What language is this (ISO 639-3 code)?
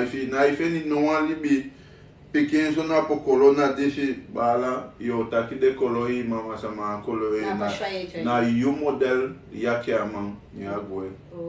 srn